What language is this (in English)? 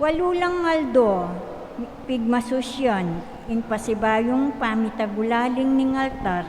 Pampanga